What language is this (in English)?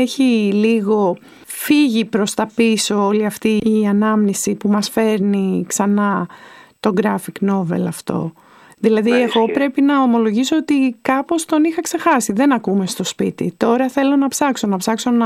Greek